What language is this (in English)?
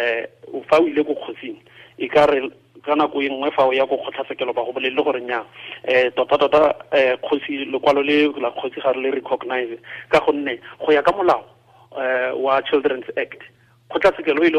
Tswana